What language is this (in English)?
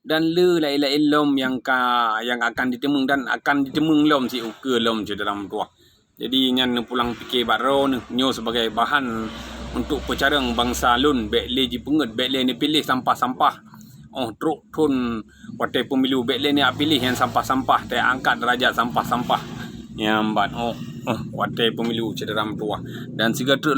Achinese